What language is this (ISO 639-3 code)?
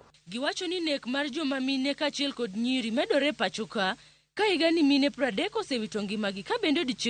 luo